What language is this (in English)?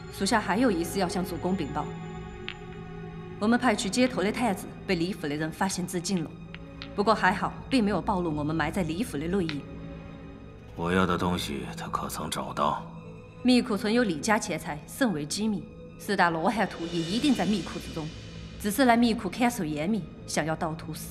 Chinese